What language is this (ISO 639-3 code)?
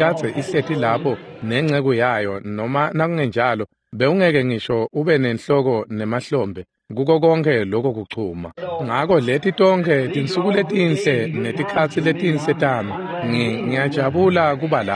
ssw